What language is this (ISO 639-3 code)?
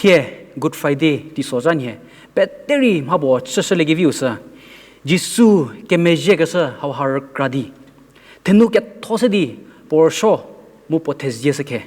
njm